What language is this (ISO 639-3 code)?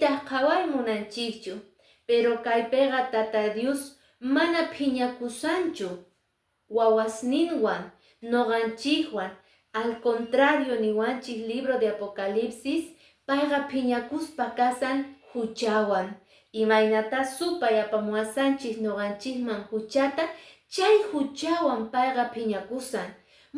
que